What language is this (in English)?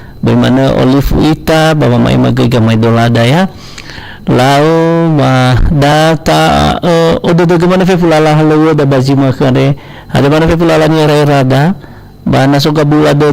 Nias